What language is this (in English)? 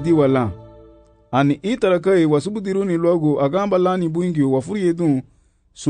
Garifuna